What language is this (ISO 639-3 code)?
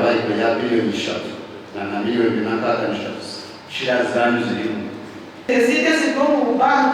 nyn